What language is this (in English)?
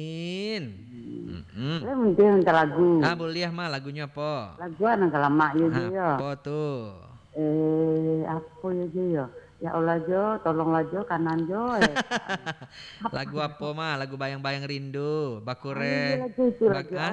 Minangkabau